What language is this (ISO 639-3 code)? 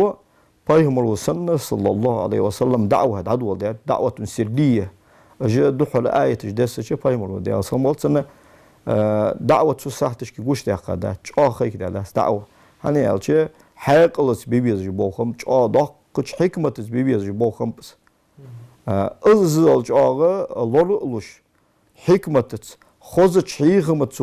inh